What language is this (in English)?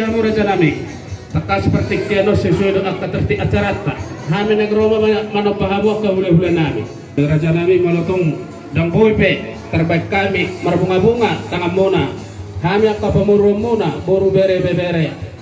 Batak Toba